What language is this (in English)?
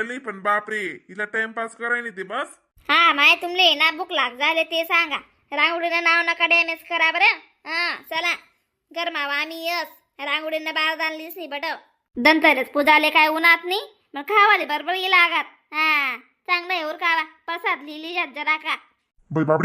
Khandesi